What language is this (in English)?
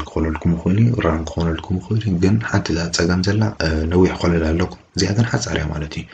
Tigrinya